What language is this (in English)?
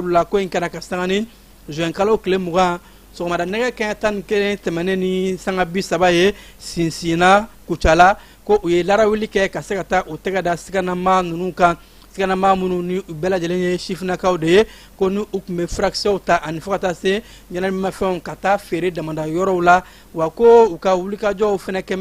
Bambara